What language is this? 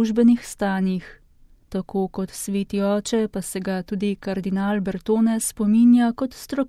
Slovenian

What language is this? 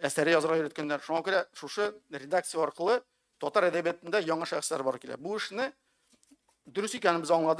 Tatar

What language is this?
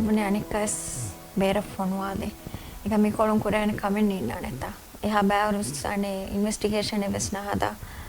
Divehi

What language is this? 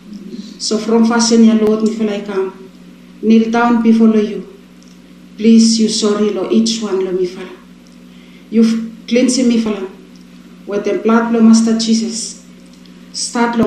Bislama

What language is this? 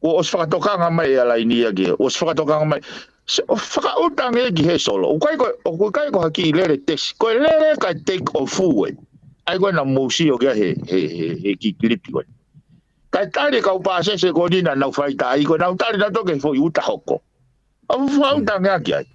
Tongan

